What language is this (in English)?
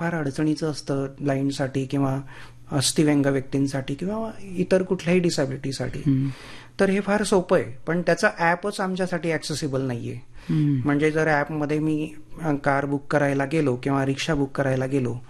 Marathi